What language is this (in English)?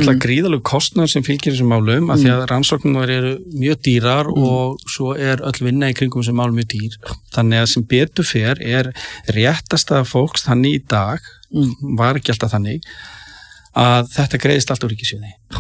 Icelandic